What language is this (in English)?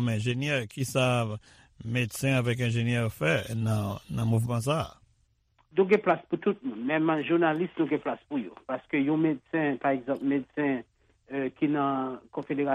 Haitian Creole